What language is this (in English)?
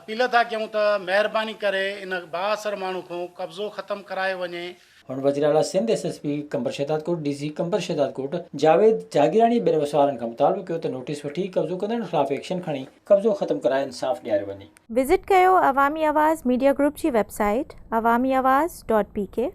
Sindhi